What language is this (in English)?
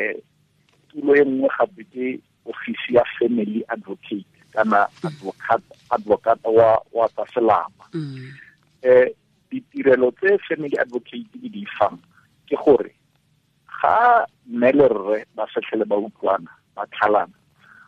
Tswana